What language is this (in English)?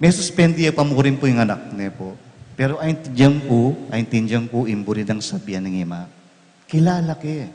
Pampanga